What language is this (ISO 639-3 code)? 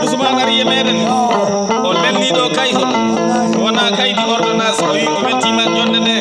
ful